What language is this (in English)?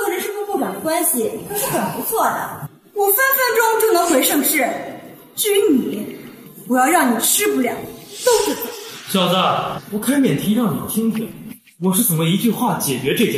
Chinese